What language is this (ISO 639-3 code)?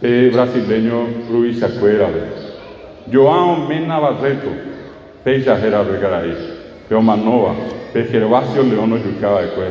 grn